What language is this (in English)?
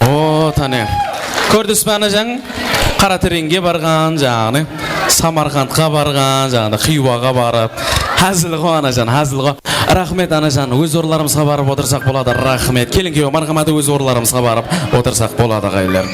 Kara-Kalpak